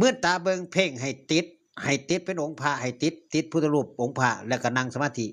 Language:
Northeastern Thai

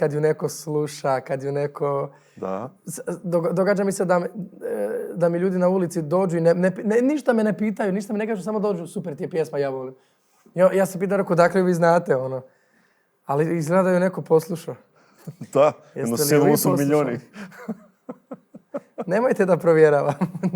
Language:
Macedonian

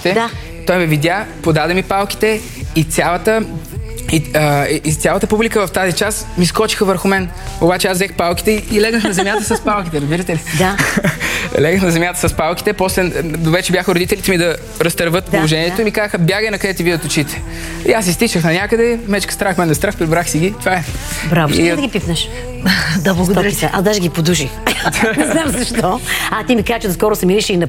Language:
Bulgarian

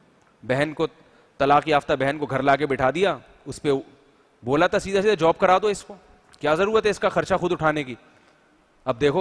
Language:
Urdu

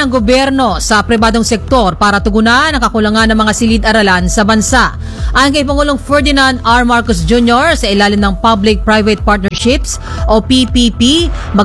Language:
Filipino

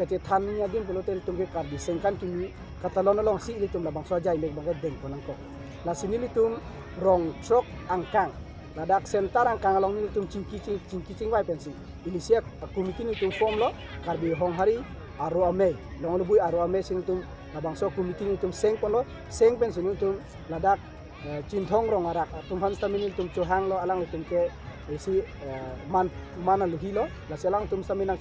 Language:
Karbi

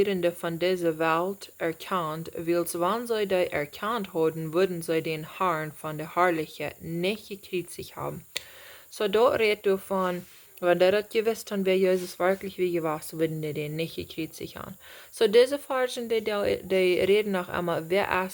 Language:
Plautdietsch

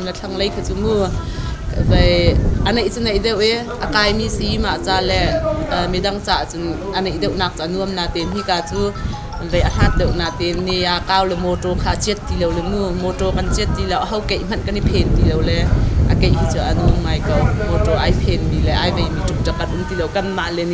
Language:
Hakha Chin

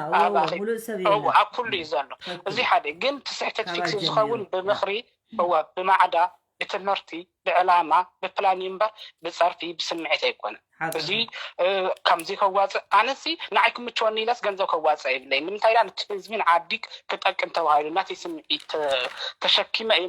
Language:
Tigrinya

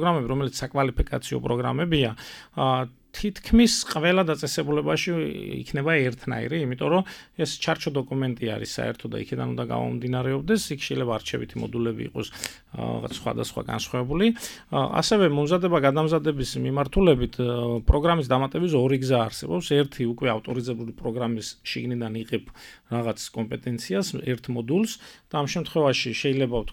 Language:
Georgian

